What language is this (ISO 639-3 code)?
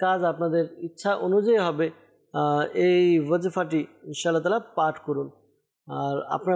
ben